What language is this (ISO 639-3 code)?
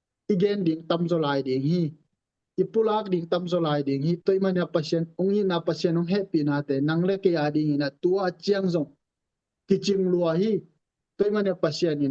ctd